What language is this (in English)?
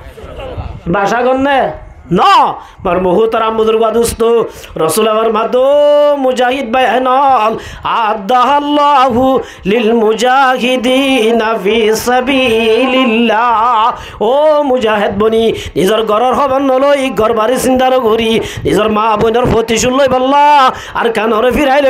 Rohingya